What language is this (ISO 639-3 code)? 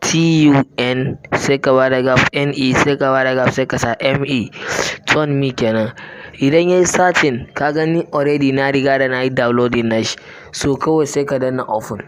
hau